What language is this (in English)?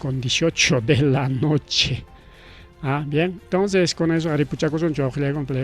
Ayacucho Quechua